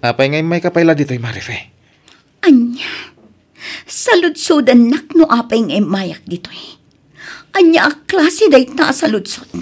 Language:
Iloko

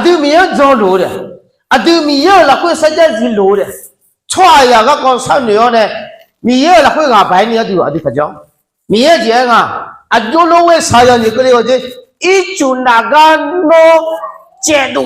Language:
Akha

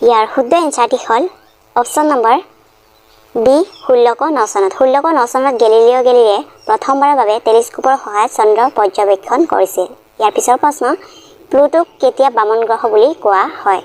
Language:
Assamese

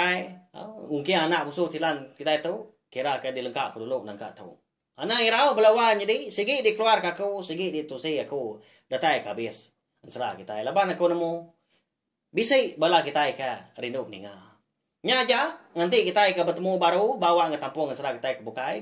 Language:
Iban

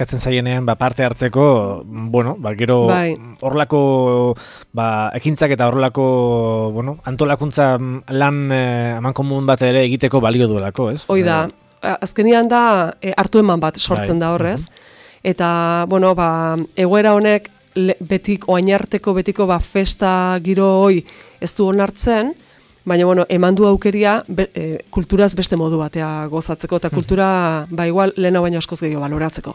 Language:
Basque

